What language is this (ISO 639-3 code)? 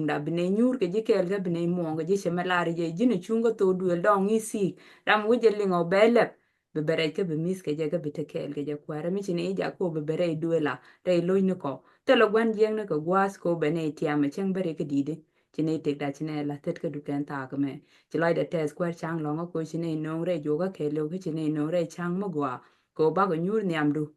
nus